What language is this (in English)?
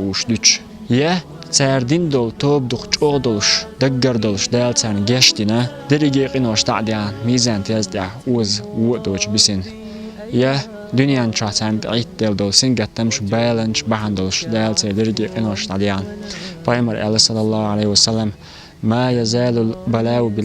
Chechen